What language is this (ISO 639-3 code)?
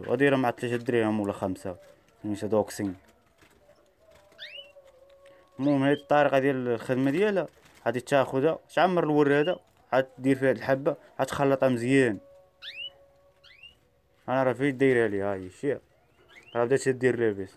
ary